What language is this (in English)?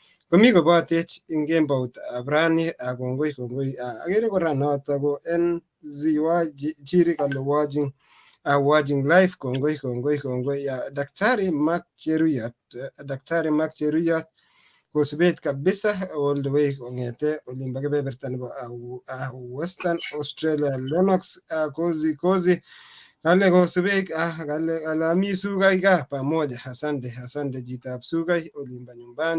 Kalenjin